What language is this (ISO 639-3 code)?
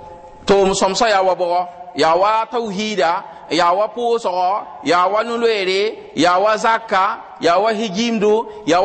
mos